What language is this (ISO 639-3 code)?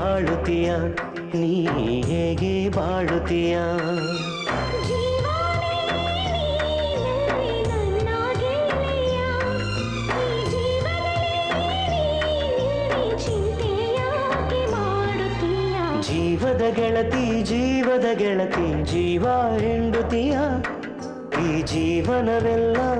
kan